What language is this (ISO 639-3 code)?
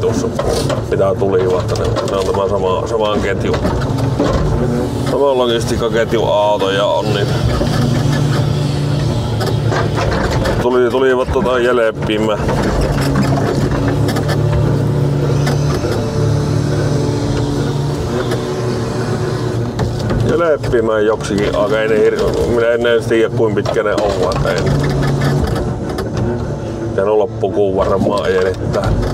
fin